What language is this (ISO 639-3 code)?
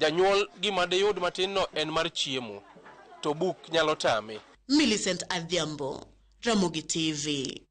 luo